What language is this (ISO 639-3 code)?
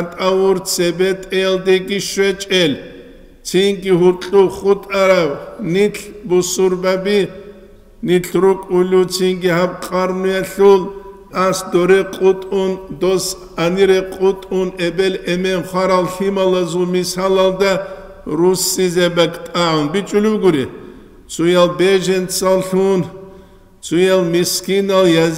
ava